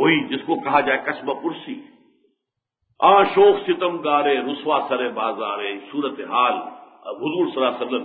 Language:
Urdu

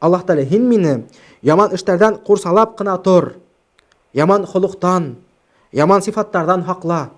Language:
Bashkir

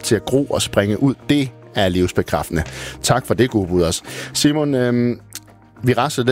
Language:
Danish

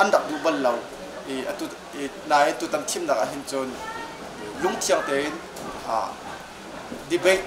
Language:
Hakha Chin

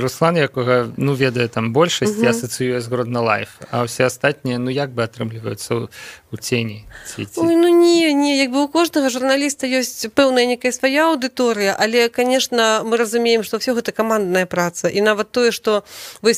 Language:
Belarusian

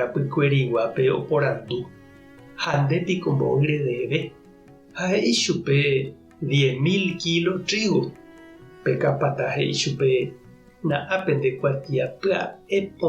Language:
Guarani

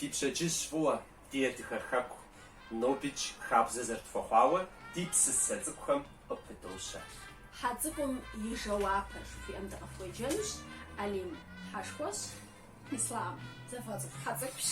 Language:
Kabardian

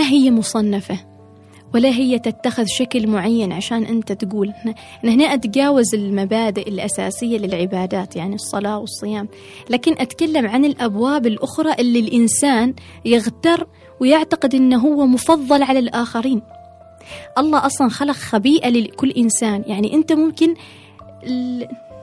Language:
Gulf Arabic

